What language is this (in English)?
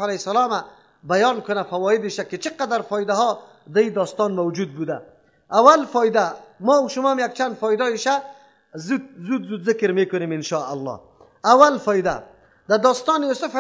Persian